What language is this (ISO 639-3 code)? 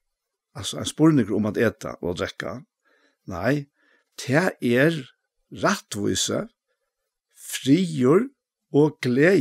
fao